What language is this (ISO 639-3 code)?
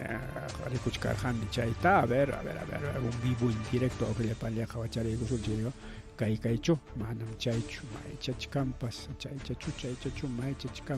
quy